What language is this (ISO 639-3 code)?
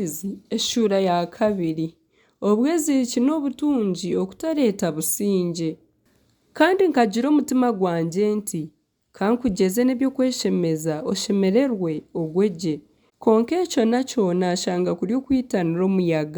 nyn